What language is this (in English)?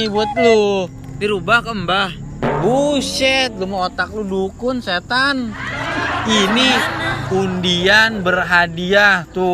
Betawi